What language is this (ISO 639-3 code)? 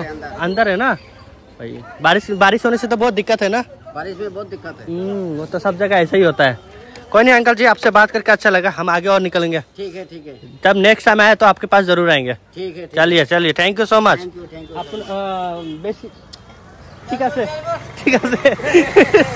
hin